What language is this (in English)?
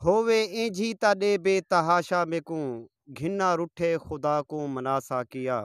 Saraiki